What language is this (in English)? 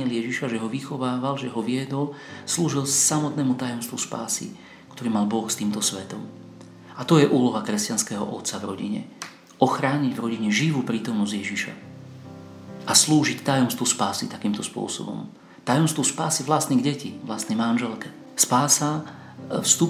Slovak